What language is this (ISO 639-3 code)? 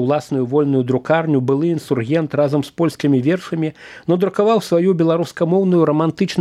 bel